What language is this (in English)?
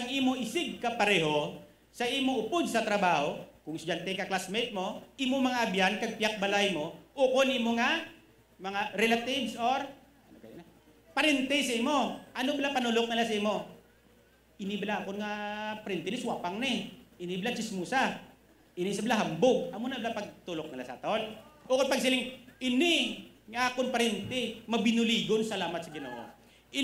Hiligaynon